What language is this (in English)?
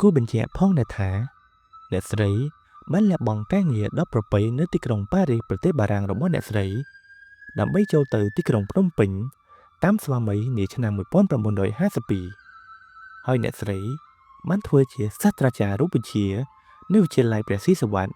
Khmer